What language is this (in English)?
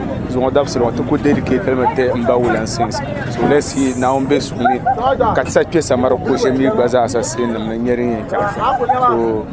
Dagbani